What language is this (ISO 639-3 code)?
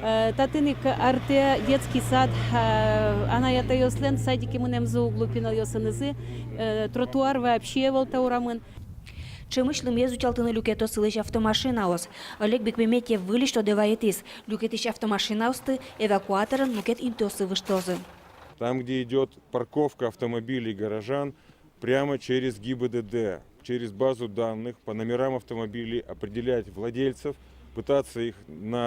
udm